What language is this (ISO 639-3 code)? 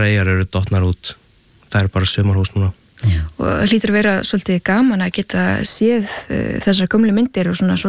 isl